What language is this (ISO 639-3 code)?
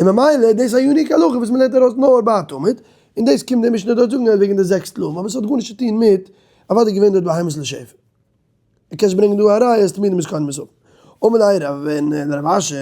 yid